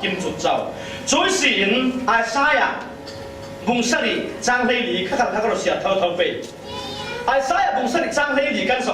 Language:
Falam Chin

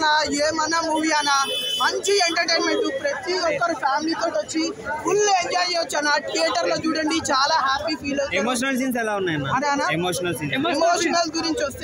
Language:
Telugu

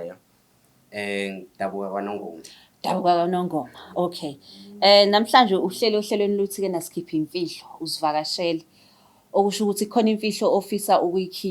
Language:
Zulu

